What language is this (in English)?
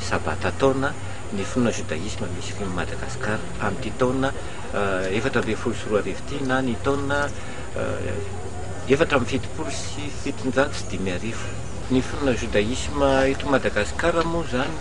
Malagasy